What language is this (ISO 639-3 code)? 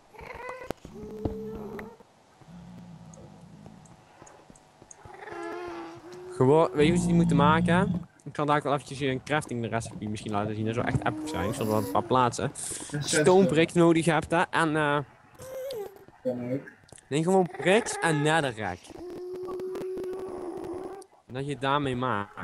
nld